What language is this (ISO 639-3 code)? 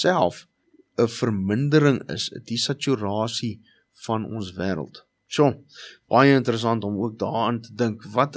afr